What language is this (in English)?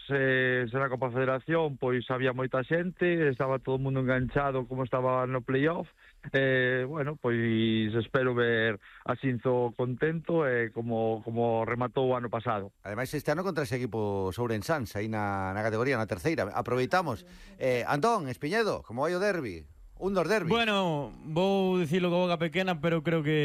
Galician